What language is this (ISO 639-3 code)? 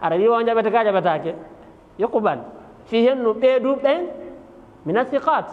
ful